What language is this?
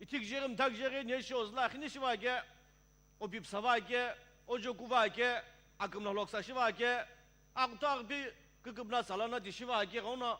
Sumi Naga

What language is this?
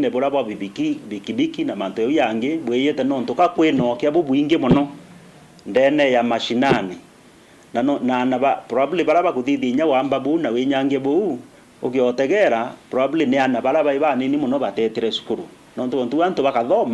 Meru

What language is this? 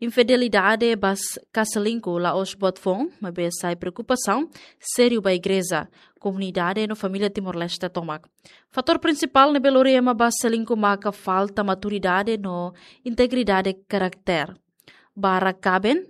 Tetum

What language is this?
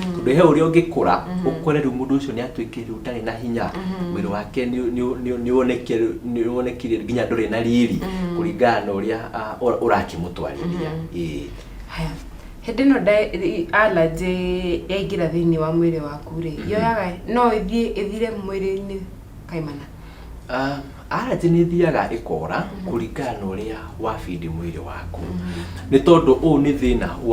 Kikuyu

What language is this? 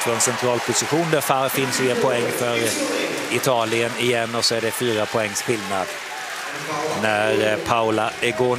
Swedish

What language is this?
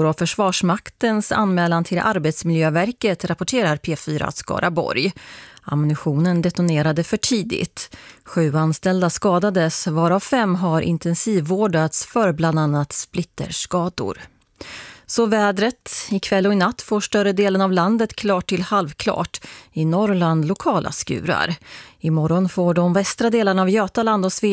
Swedish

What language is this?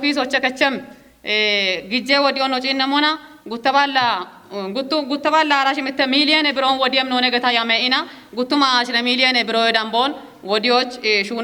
Kafa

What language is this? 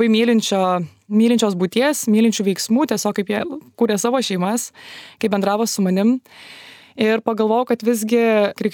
Lithuanian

